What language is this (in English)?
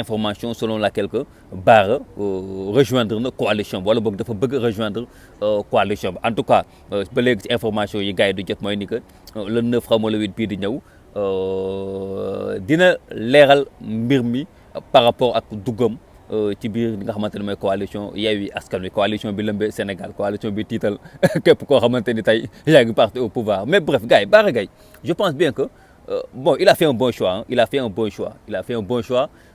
Wolof